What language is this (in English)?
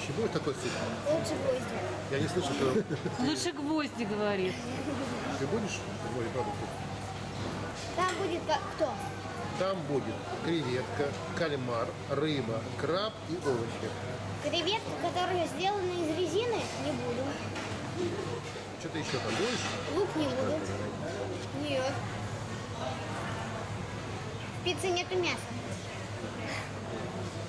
Russian